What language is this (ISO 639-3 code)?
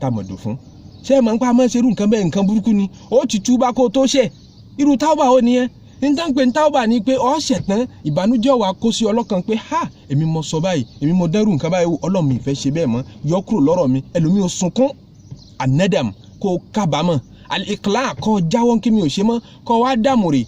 yor